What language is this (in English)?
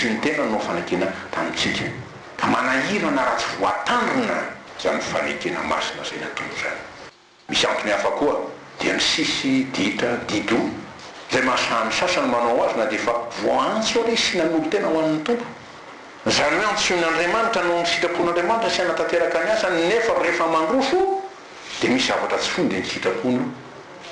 Malagasy